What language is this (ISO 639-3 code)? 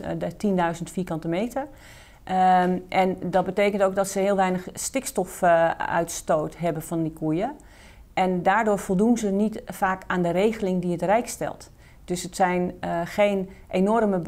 nld